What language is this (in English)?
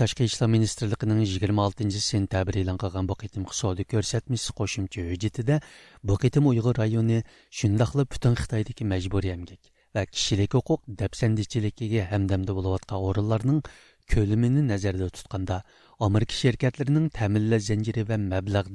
Uyghur